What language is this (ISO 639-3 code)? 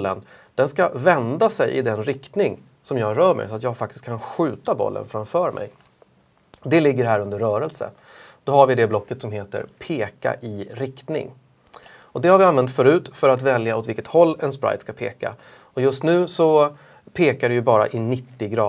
swe